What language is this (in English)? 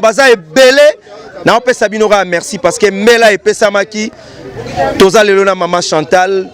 Lingala